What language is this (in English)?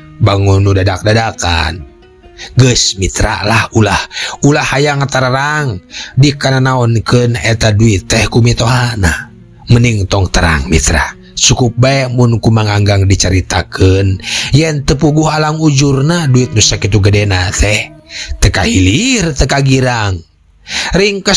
Sundanese